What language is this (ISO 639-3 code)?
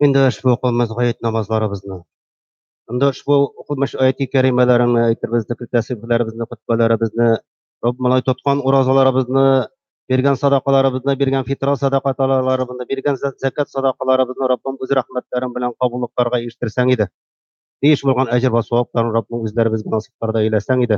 tat